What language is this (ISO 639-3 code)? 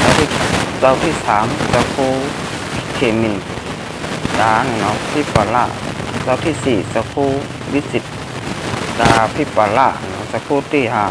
shn